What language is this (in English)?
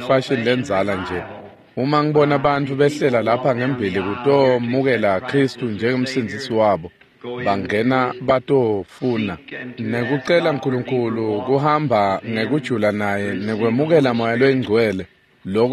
Swati